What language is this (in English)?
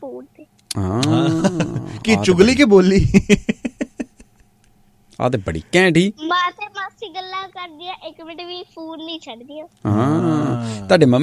Punjabi